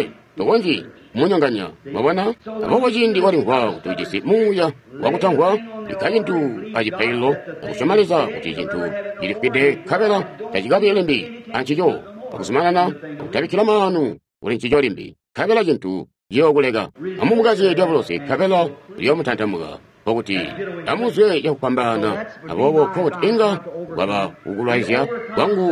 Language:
Tonga (Zambia)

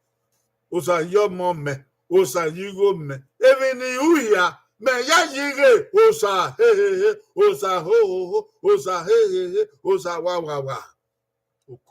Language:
Bini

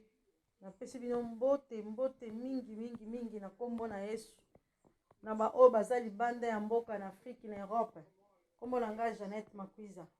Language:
Lingala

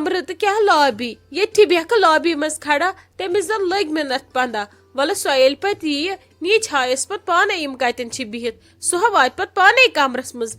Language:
Kashmiri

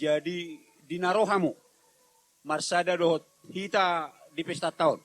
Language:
Batak Toba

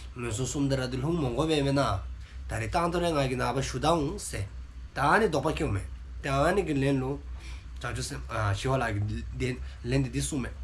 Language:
Dzongkha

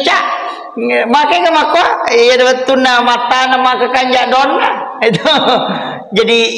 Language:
Buginese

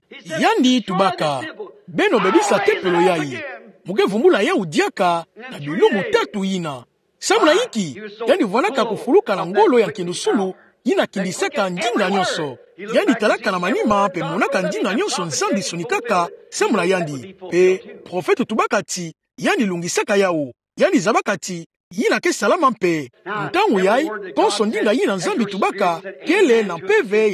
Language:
Kituba (Democratic Republic of Congo)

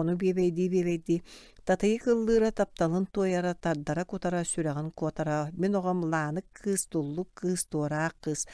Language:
Yakut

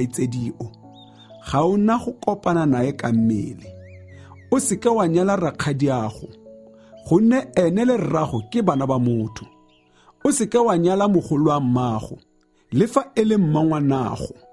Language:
Tswana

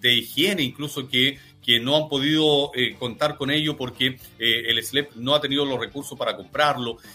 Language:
Spanish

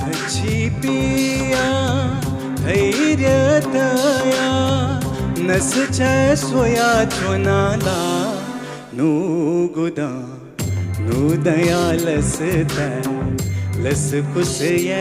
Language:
Newari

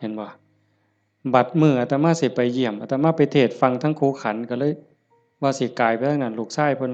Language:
Northeastern Thai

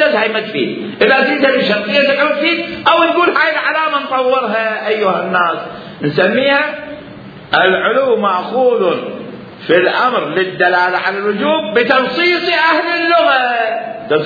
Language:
Mesopotamian Arabic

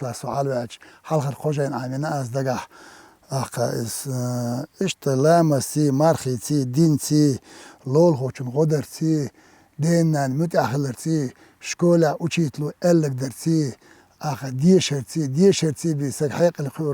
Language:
Chechen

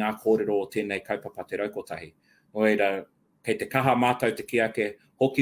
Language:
Māori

